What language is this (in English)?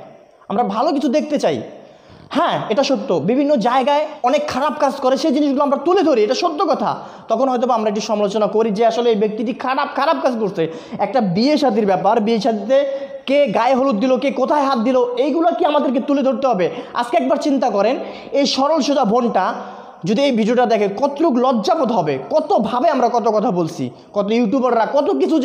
Bangla